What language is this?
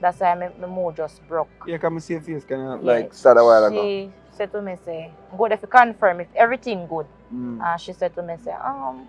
Jamaican Creole English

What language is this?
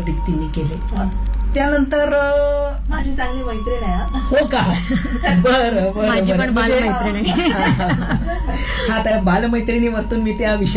Marathi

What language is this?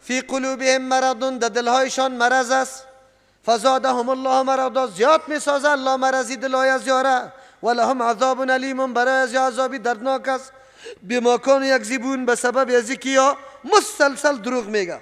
Persian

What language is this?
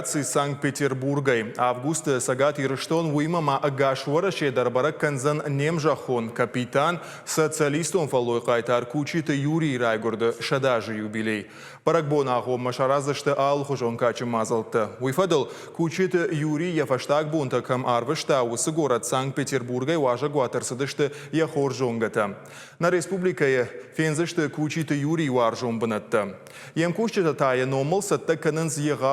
Ossetic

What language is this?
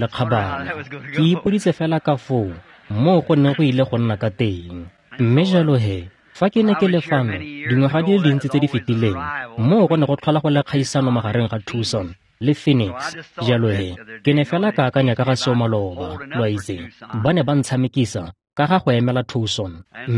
Tswana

